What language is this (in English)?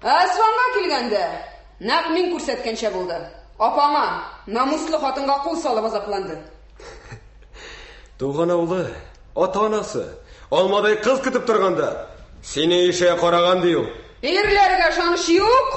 Tatar